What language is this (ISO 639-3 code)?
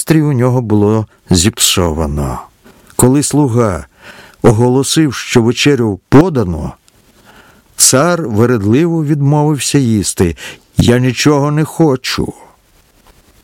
ukr